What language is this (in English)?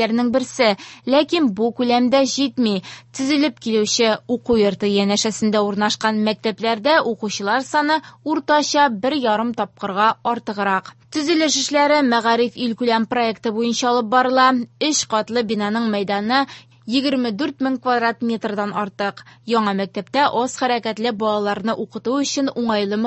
Tatar